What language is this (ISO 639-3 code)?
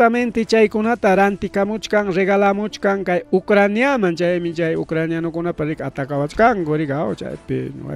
quy